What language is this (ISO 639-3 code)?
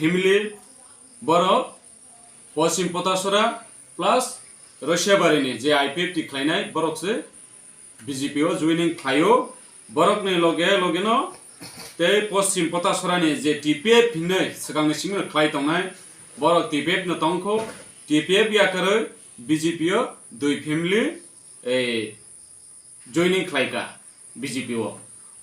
trp